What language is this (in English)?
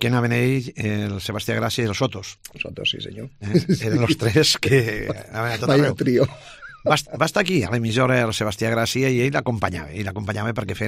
Catalan